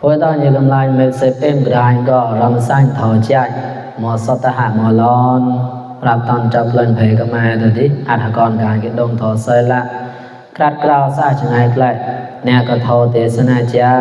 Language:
Mon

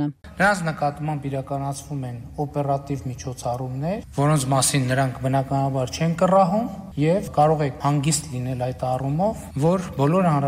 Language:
Armenian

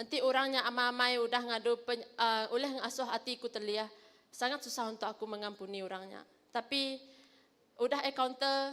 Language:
Iban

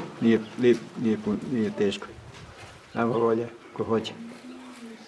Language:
Bosnian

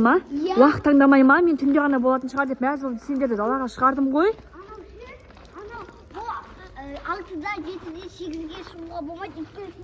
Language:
Kazakh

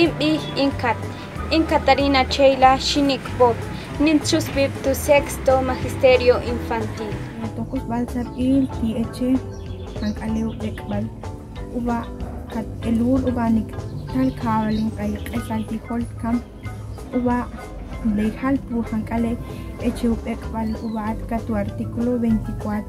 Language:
Ixil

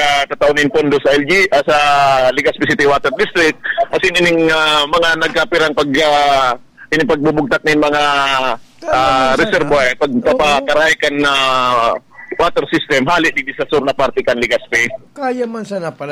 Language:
Bikol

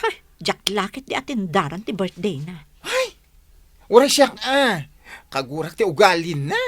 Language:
Iloko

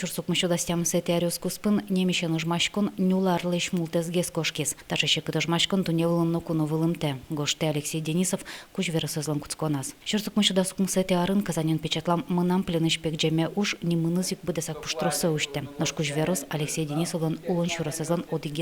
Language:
Udmurt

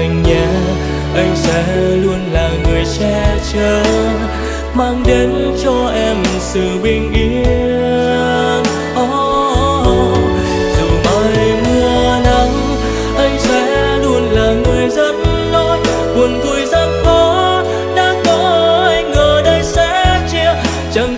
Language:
Vietnamese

